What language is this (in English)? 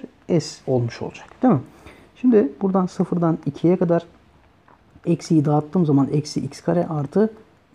Turkish